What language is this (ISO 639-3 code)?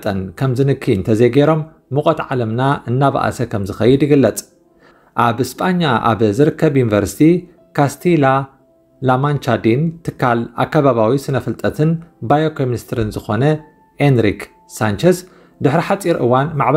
tir